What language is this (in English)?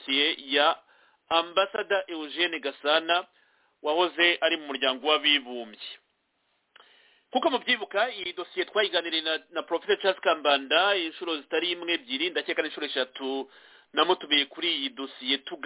Kinyarwanda